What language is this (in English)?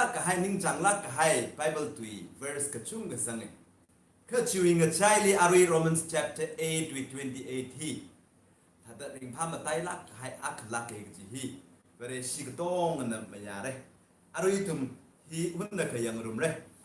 Tangkhul Naga (India)